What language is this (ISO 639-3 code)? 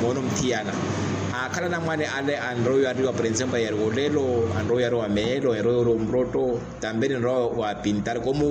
vmw